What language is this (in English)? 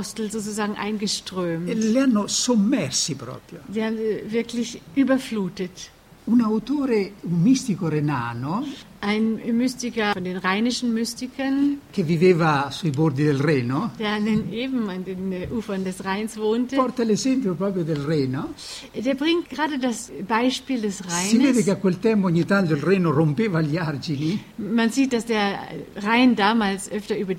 German